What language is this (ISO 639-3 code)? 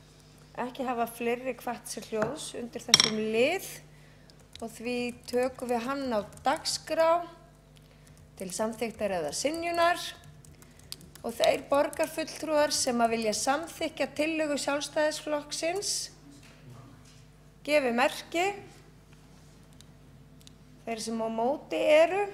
isl